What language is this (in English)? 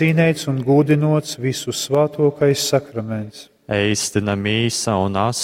Latgalian